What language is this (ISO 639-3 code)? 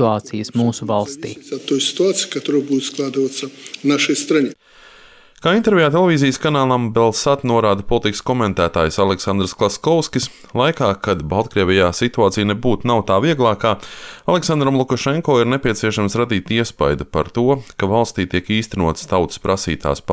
lav